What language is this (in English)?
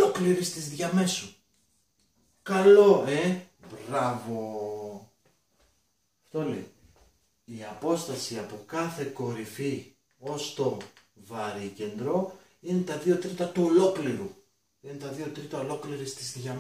Greek